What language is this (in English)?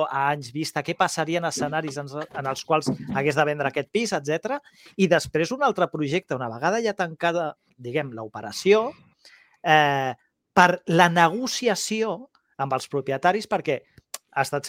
Catalan